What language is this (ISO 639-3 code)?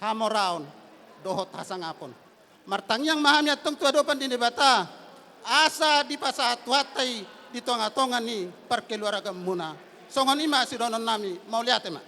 bbc